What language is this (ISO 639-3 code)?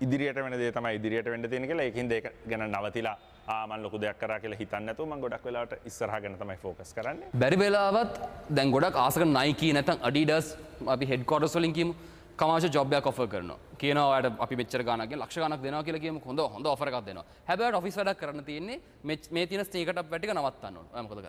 sin